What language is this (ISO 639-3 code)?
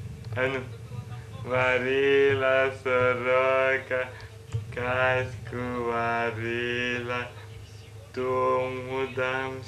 ukr